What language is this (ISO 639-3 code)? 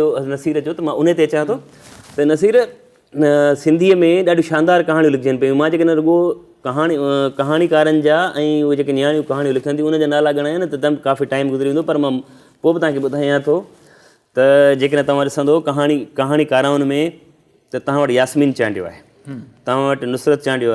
snd